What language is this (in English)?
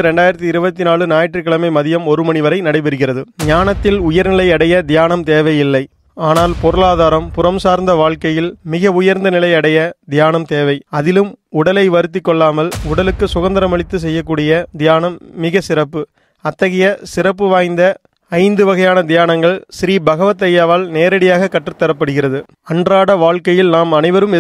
Tamil